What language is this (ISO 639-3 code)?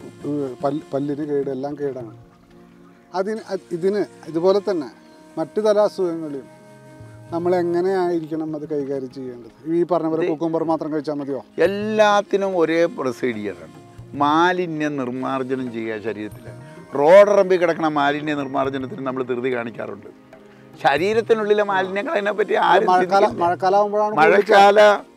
mal